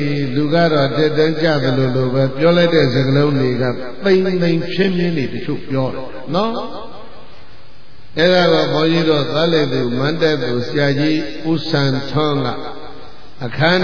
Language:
Burmese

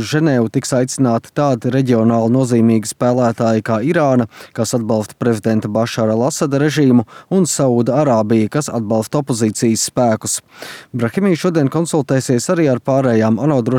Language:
Latvian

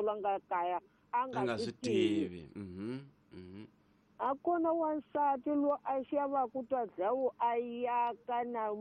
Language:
Tsonga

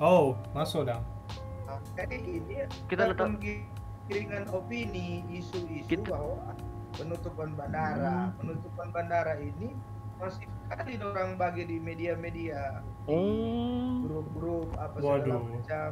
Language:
Manado Malay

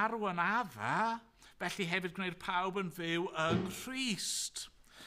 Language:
Welsh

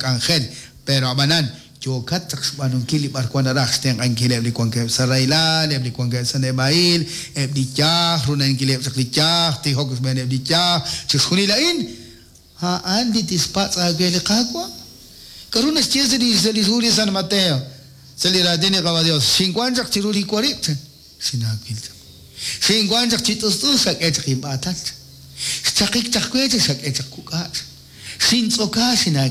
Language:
Kekchí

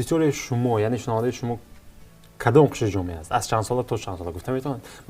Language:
Tajik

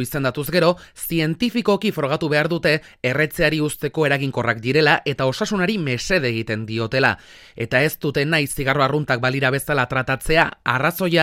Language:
Basque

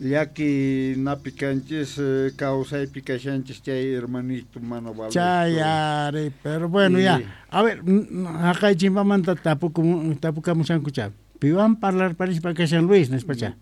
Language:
South Bolivian Quechua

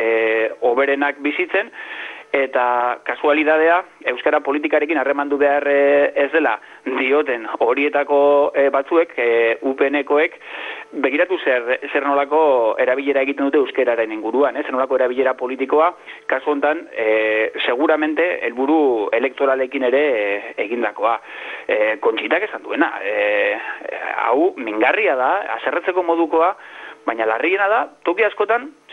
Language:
Basque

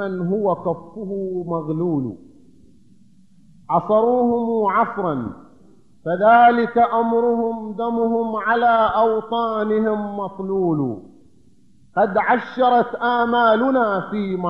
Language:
Arabic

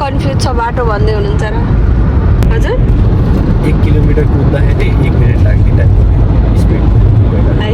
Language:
Nepali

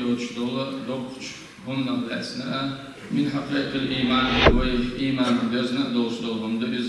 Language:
Chechen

